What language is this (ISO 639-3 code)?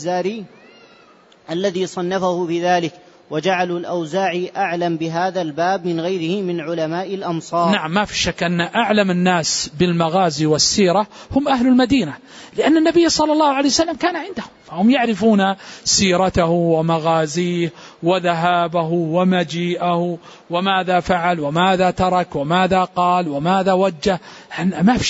ara